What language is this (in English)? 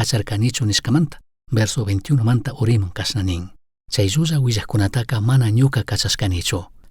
Chimborazo Highland Quichua